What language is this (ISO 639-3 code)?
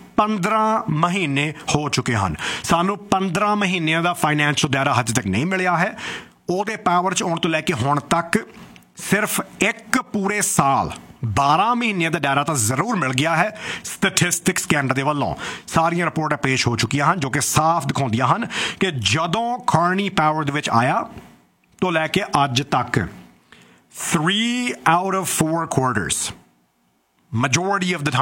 pan